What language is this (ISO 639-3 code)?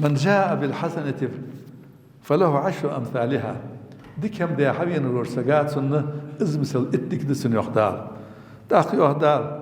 inh